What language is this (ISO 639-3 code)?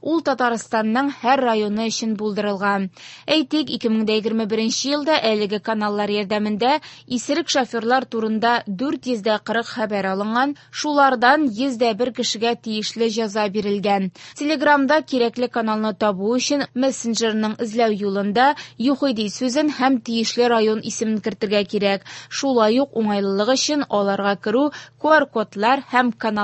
tat